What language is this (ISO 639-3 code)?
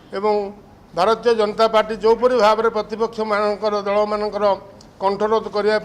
ori